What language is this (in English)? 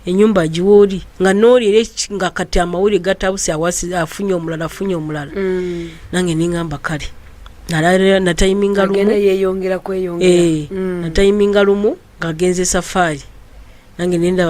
Ganda